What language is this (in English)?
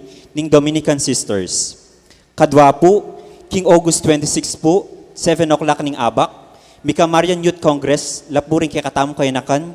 Pampanga